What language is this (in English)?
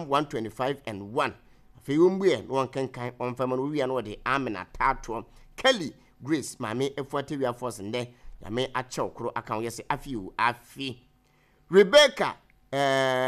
Akan